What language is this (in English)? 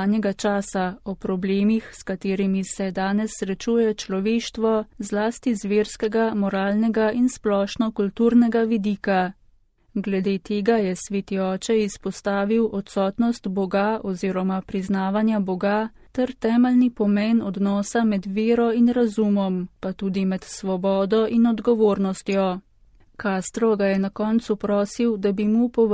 Slovenian